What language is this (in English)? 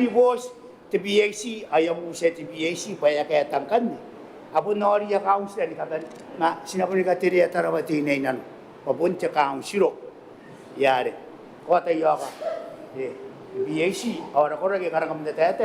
Gilbertese